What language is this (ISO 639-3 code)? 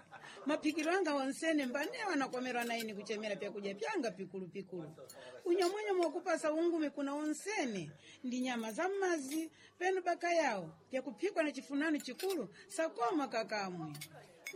seh